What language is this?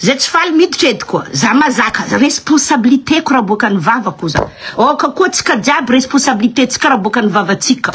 Malagasy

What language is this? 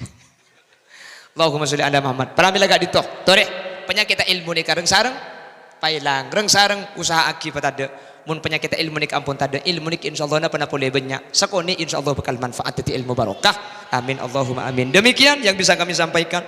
Madurese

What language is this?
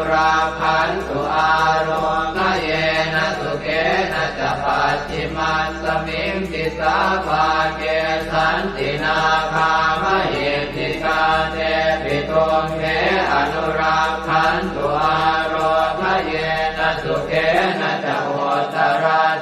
Pali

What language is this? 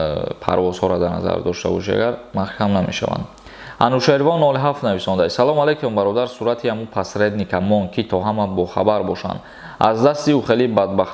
Tajik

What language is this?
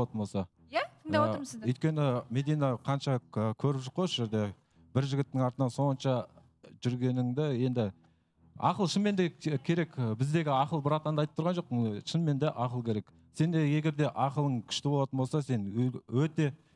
Kazakh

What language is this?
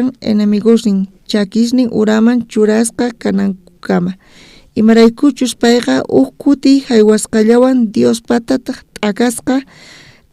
South Bolivian Quechua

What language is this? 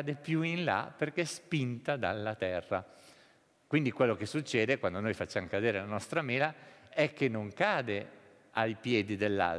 Italian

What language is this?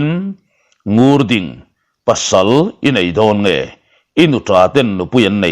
Mizo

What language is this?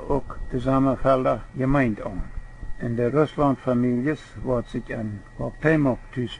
Plautdietsch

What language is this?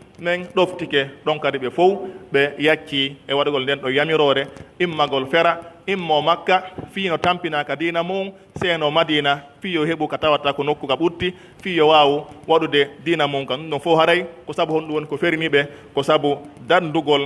Pular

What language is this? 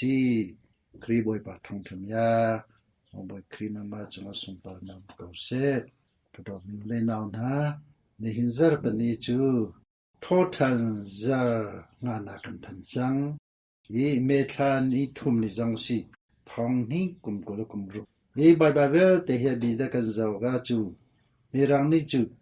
Hakha Chin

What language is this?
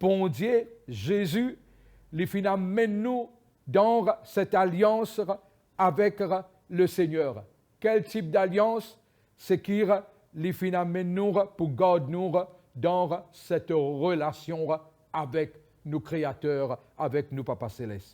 Morisyen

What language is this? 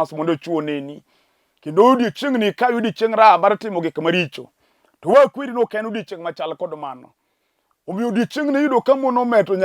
Luo (Kenya and Tanzania)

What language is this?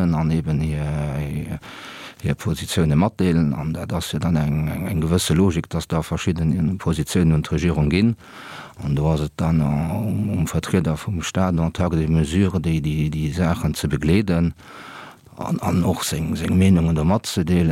Luxembourgish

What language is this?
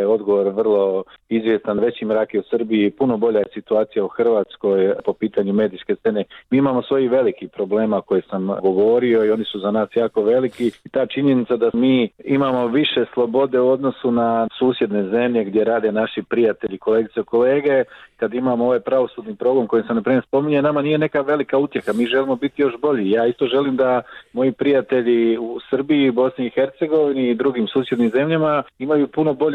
Croatian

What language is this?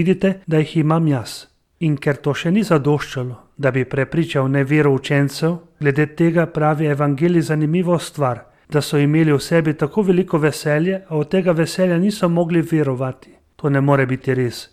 Slovenian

